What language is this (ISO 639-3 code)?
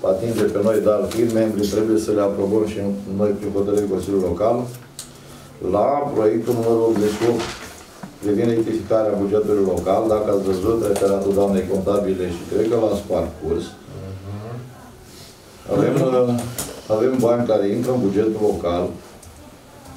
ron